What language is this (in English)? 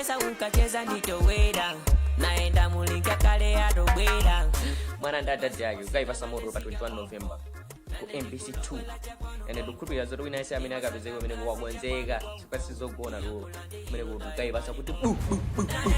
Nyanja